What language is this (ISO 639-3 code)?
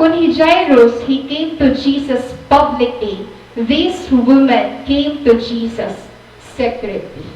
war